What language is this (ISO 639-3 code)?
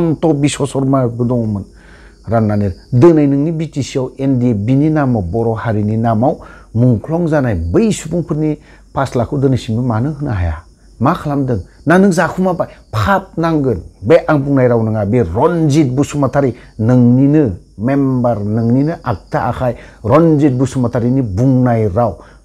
brx